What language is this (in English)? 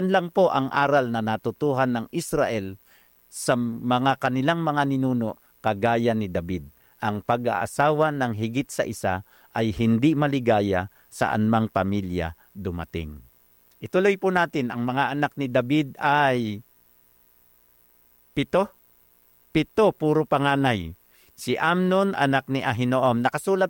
Filipino